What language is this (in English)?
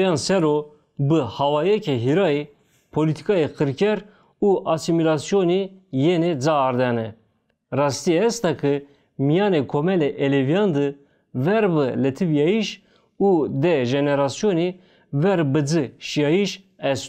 Zaza